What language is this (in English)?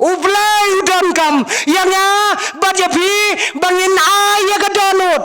Khasi